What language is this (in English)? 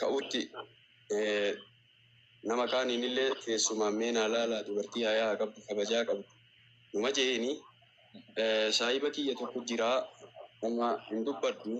Oromo